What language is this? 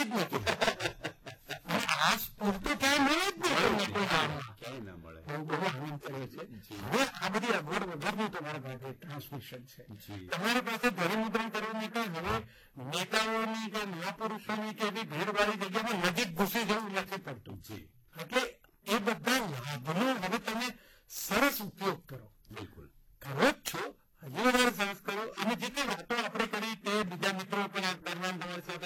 Gujarati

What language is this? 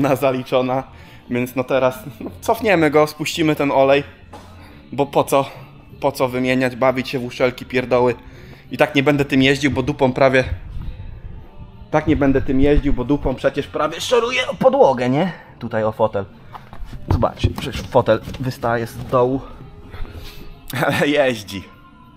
Polish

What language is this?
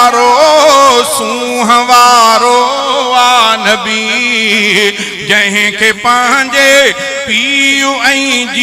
Sindhi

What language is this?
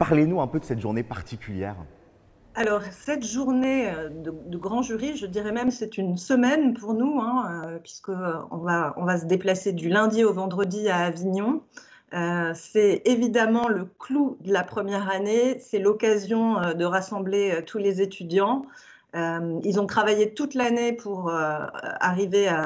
French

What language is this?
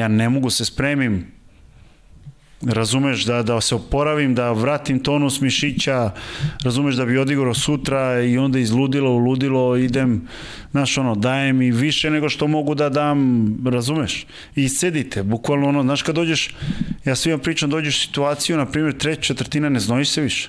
Serbian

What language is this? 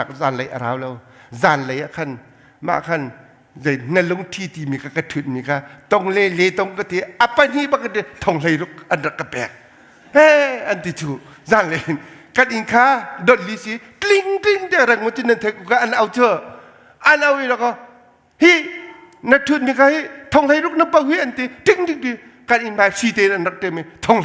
Hakha Chin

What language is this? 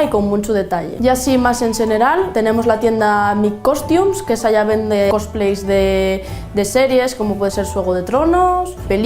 Asturian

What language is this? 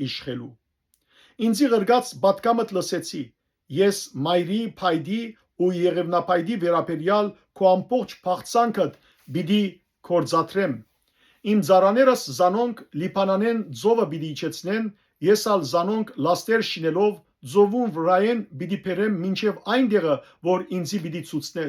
Western Armenian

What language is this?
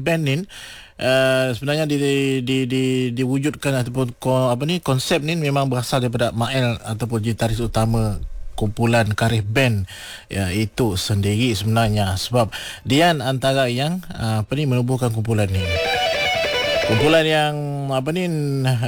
Malay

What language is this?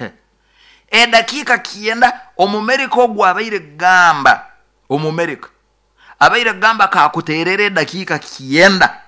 Nyoro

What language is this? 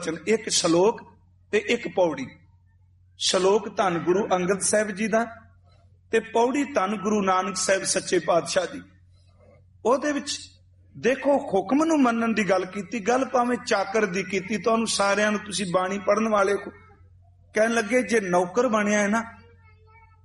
Punjabi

